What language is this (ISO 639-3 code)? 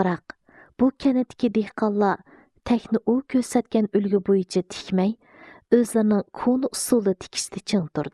uig